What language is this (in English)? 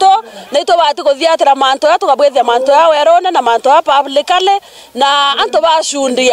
Meru